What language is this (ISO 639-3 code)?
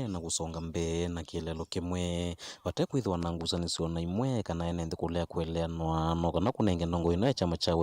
kam